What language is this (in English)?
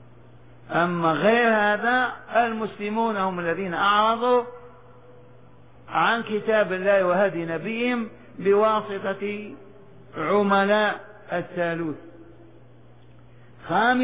Arabic